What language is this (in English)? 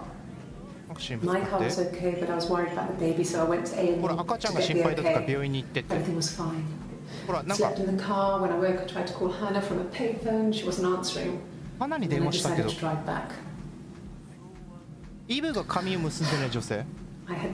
Japanese